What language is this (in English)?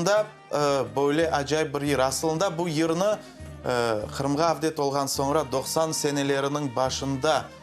Crimean Tatar